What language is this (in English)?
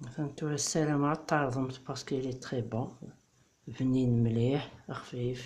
Kabyle